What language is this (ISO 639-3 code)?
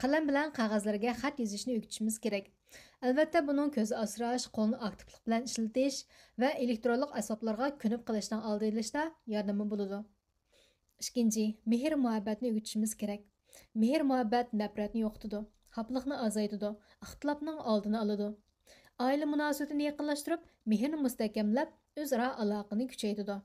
uig